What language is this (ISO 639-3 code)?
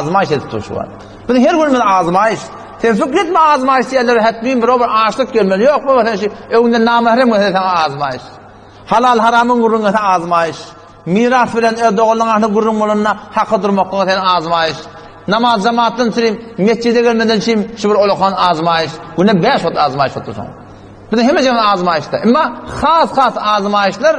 tuk